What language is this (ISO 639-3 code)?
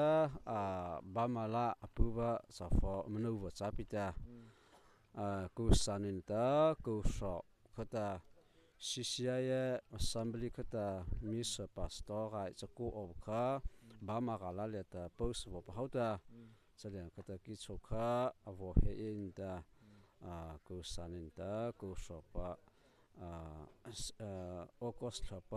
mrh